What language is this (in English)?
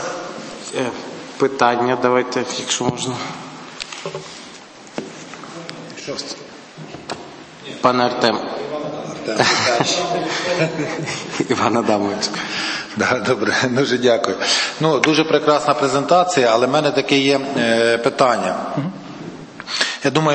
Ukrainian